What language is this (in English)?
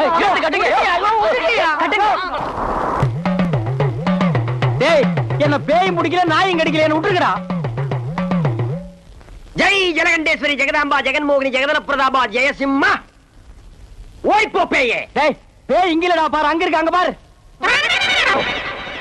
Tamil